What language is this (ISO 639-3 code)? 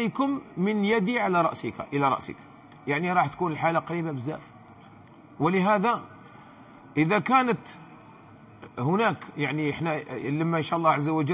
arq